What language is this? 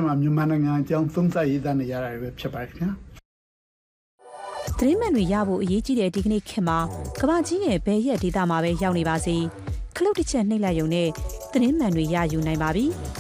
Burmese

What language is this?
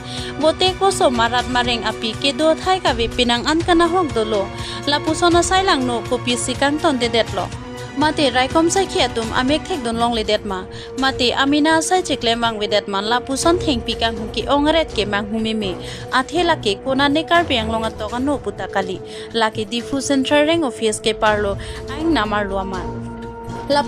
Karbi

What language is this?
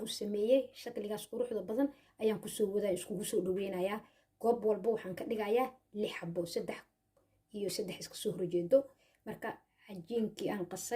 Somali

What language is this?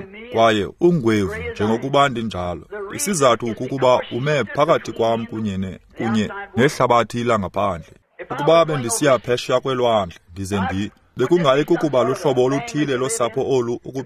Xhosa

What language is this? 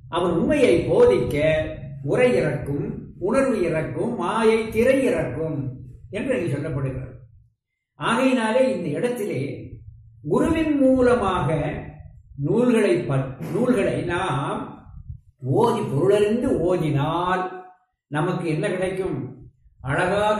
Tamil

